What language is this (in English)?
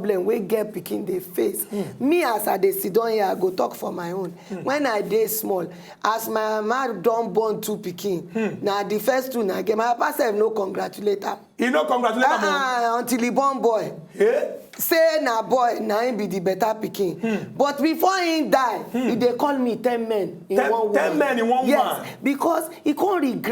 Nigerian Pidgin